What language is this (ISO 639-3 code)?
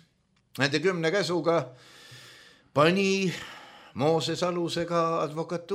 est